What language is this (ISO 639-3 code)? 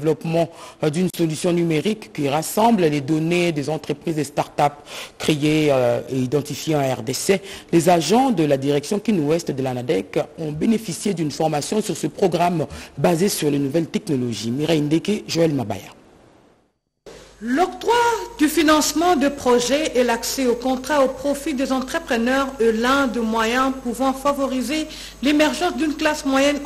fra